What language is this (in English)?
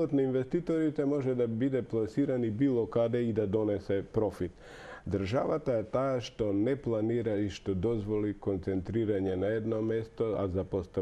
Macedonian